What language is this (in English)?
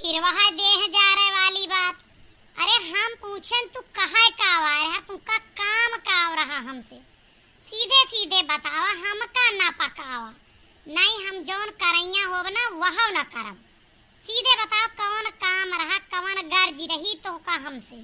Awadhi